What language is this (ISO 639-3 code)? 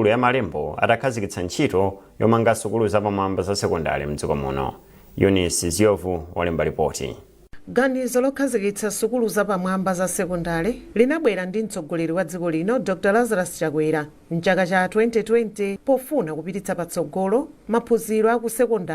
nya